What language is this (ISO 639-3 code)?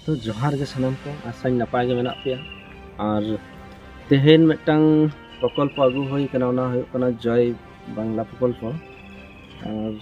sat